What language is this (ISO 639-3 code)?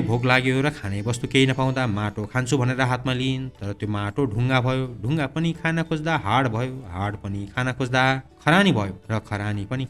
nep